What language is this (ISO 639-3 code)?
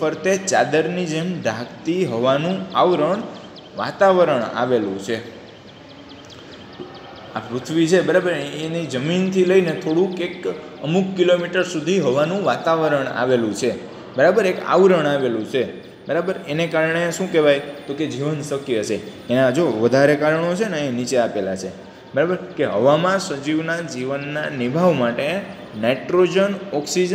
guj